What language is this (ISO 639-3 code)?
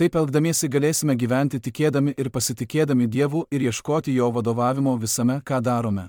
lit